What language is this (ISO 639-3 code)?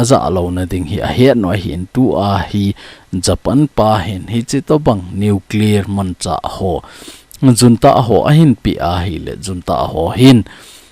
tcz